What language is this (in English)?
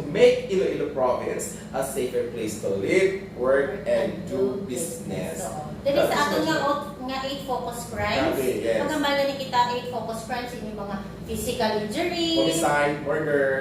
Hiligaynon